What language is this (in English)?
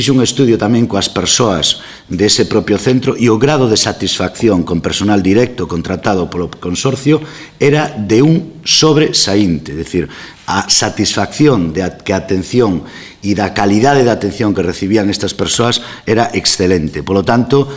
Galician